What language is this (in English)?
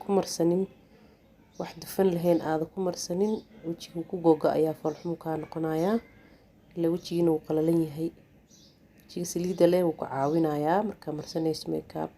Somali